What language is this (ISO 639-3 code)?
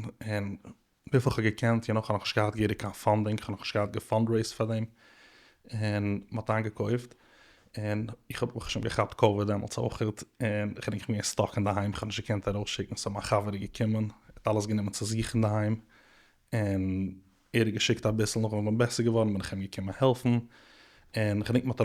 yid